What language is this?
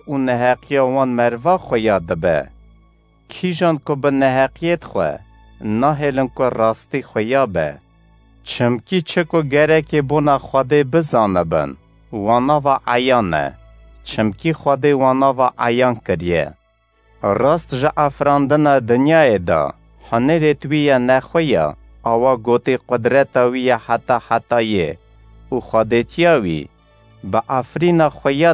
Kurdish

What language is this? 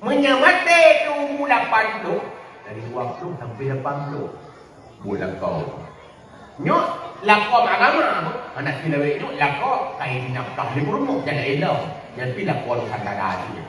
Achinese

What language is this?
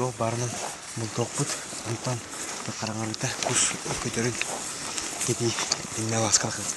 Yakut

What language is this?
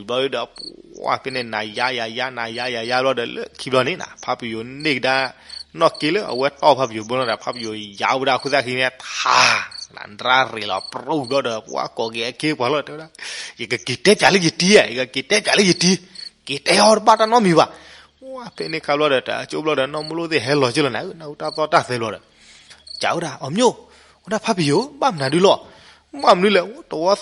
S'gaw Karen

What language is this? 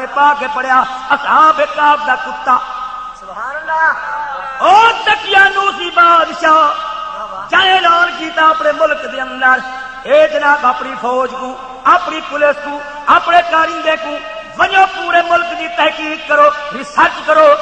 Saraiki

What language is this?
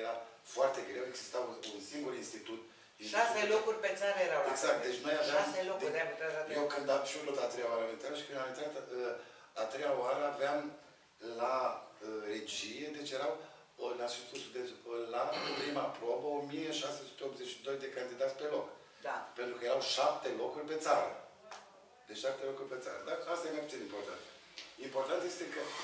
Romanian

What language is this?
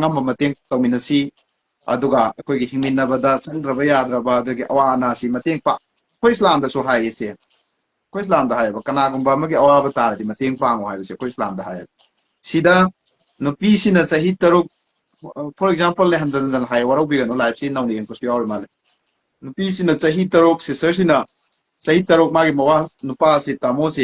Manipuri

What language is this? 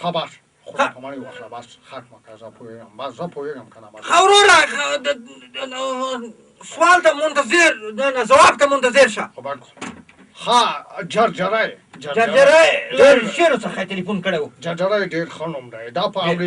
Pashto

